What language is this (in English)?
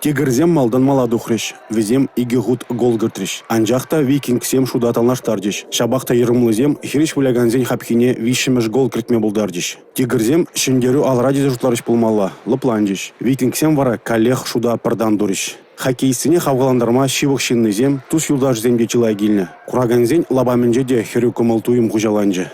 Chuvash